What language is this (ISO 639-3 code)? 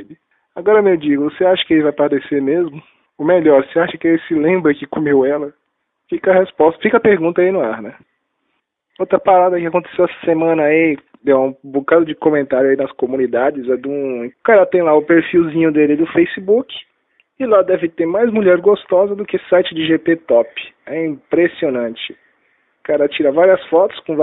por